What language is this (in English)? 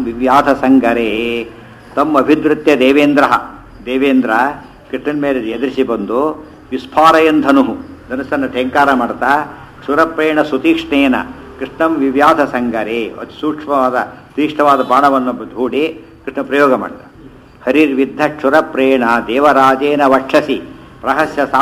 Kannada